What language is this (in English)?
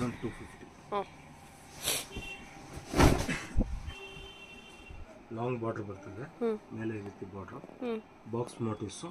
Kannada